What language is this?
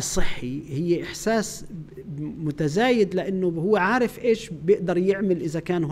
North Levantine Arabic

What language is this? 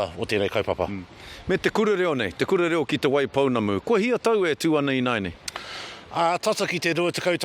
Māori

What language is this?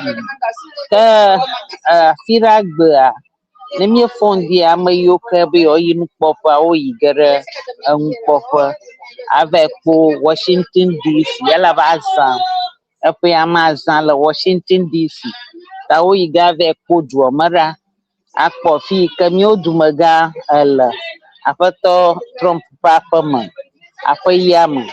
Ewe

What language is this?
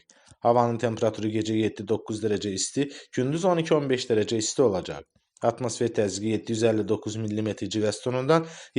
Azerbaijani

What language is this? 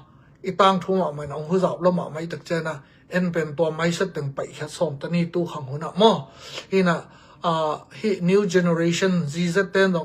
Tedim Chin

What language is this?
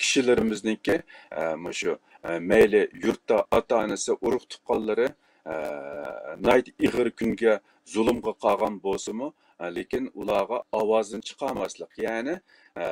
Uyghur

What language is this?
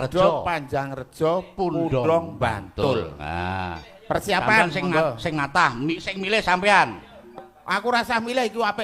Javanese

